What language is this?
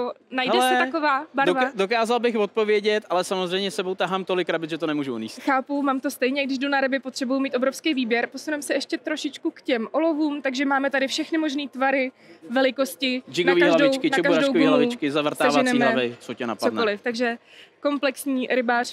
Czech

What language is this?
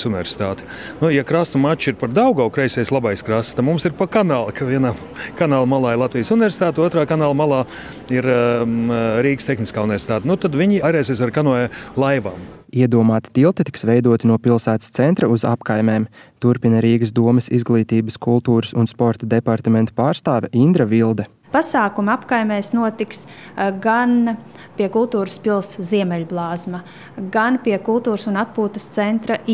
Latvian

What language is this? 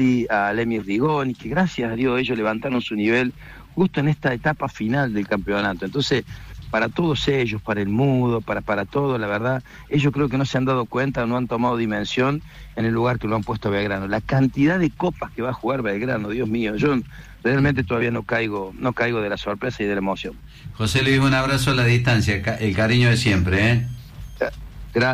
Spanish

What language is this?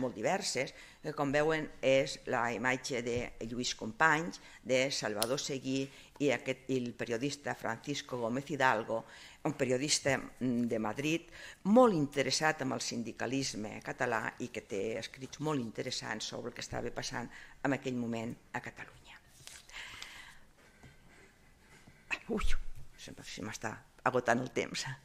Catalan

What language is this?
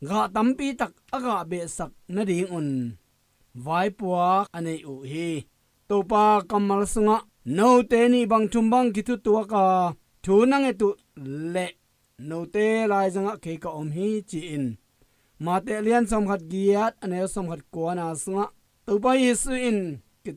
Tedim Chin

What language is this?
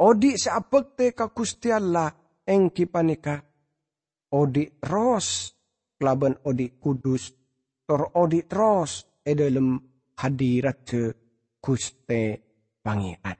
Madurese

